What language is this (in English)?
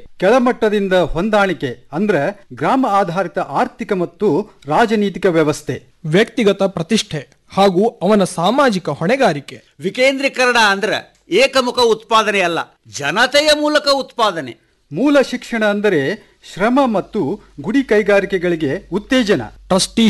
Kannada